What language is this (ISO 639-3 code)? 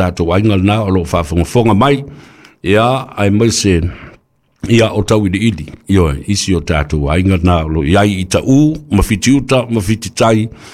smo